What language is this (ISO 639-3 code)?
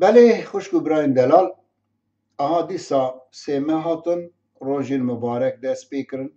kur